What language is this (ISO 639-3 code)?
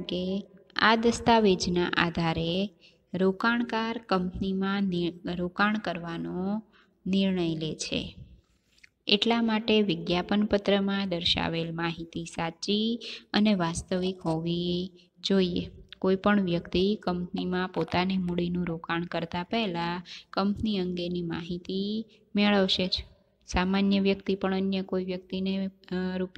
guj